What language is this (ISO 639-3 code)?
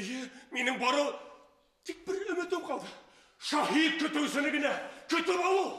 bak